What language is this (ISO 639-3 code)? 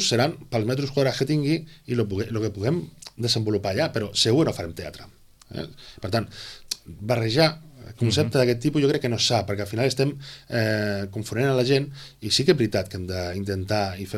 cat